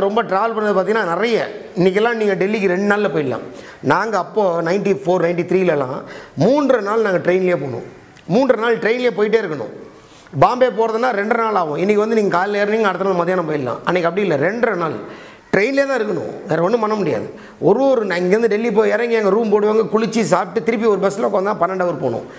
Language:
Tamil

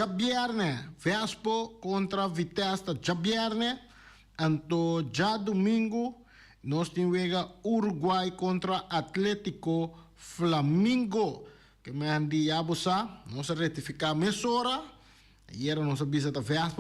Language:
Papiamento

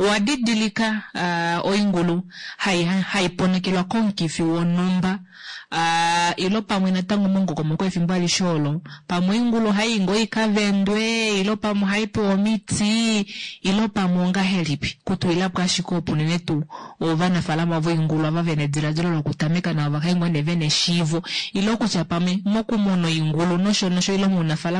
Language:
Kuanyama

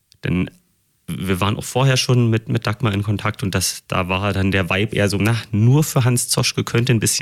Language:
German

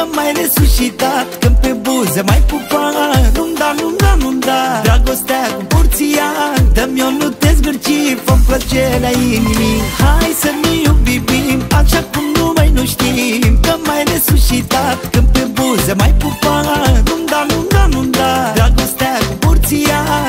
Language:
Romanian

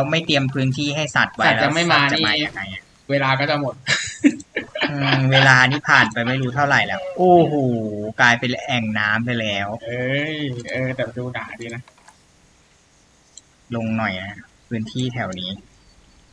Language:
Thai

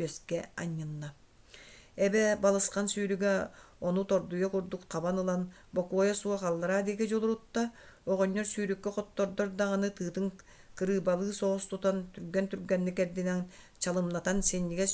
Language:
Yakut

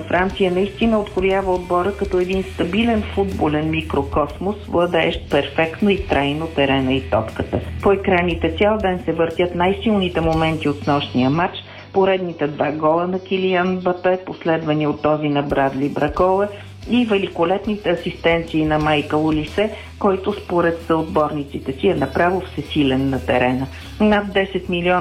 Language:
Bulgarian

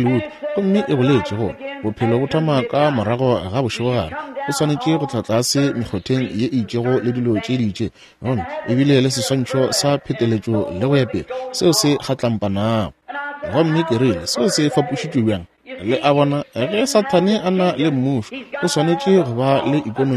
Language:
Northern Sotho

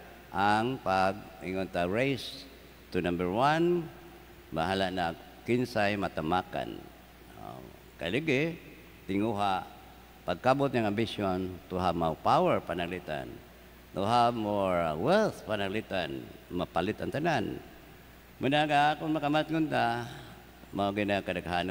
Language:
Cebuano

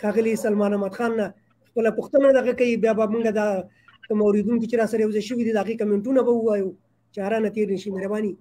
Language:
Pashto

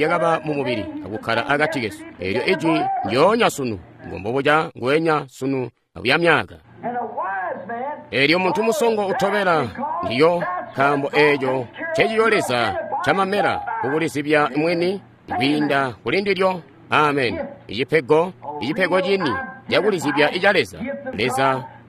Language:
Tonga (Zambia)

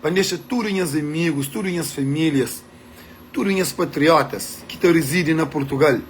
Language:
Kabuverdianu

